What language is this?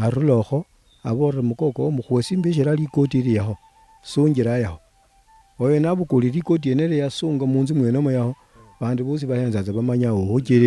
Luyia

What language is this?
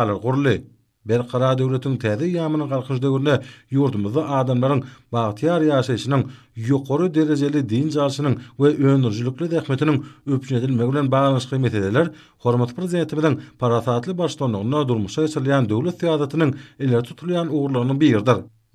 Turkmen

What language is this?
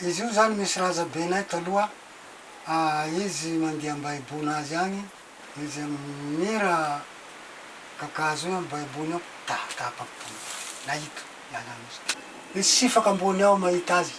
Malagasy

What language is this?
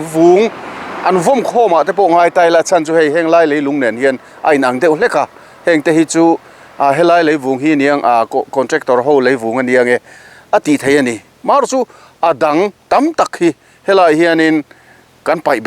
Mizo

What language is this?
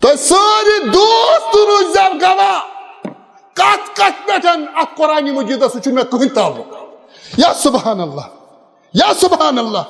Kashmiri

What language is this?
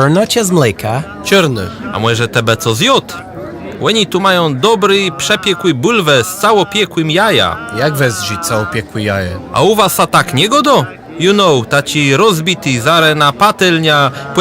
Kashubian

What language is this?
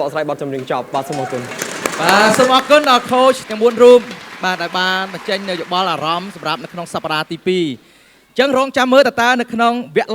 Khmer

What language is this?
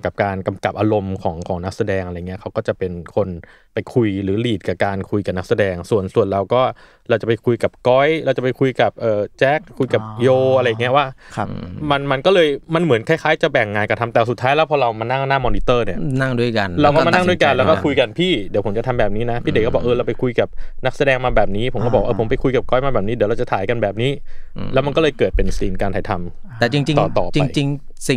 Thai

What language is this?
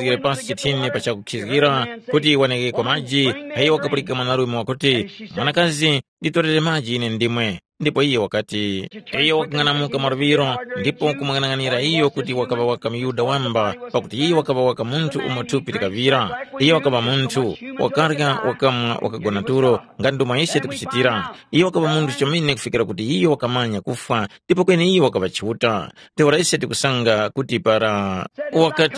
Tumbuka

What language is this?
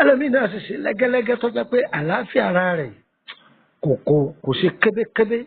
Yoruba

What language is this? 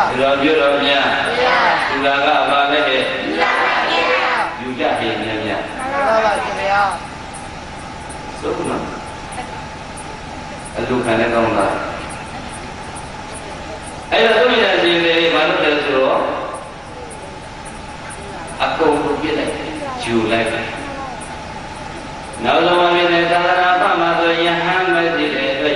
Burmese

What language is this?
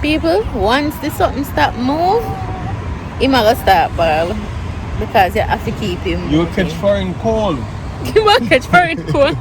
Jamaican Creole English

